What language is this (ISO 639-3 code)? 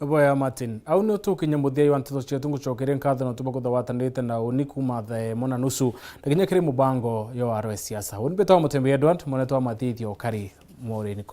mer